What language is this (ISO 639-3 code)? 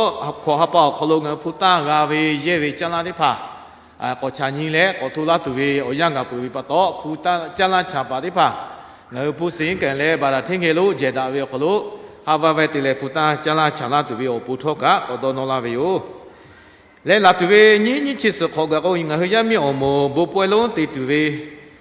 lhu